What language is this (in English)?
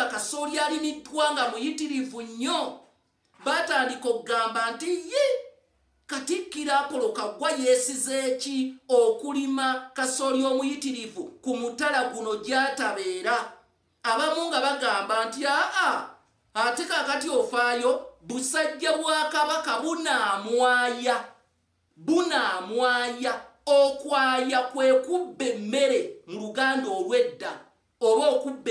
Ganda